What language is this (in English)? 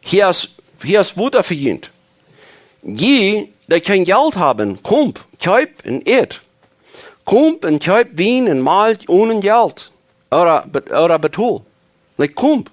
Plautdietsch